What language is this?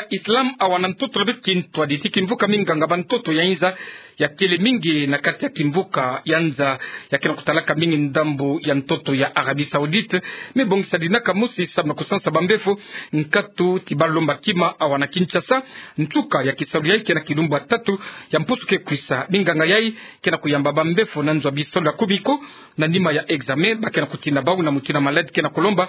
Kituba (Democratic Republic of Congo)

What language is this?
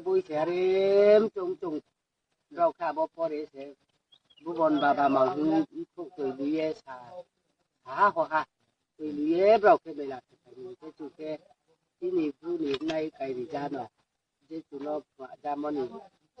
Riang (India)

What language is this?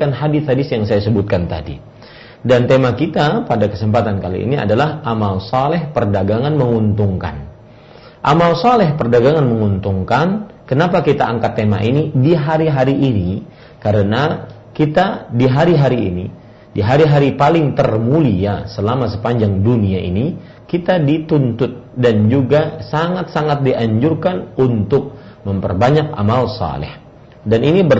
Indonesian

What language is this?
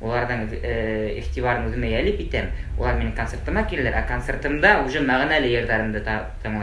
Bashkir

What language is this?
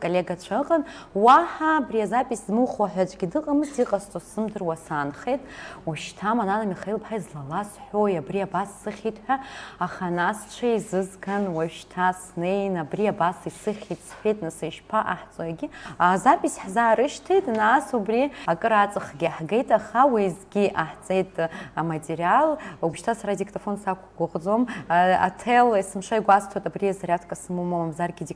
Abkhazian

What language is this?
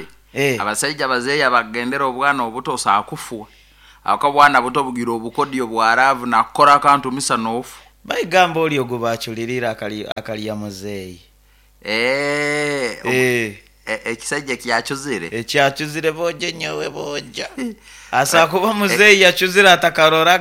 Nyoro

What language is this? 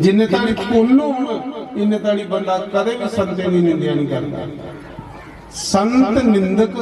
Dogri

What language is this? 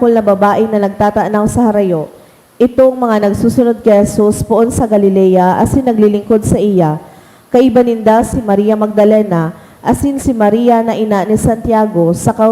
Bikol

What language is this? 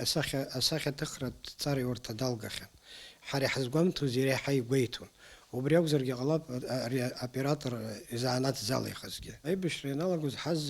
Abkhazian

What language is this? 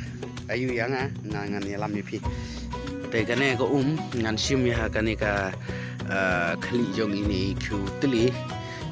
Khasi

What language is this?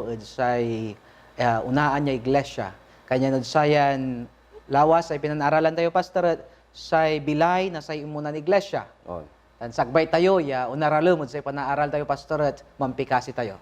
Pangasinan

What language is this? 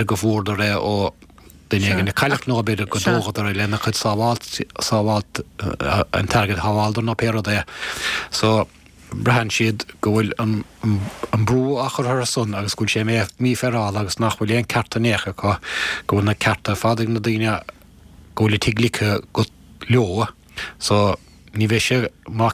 Irish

